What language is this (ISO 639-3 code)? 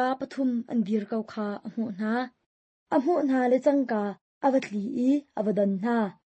cnh